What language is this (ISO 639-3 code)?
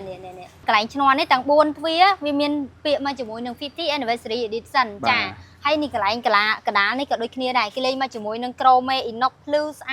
khm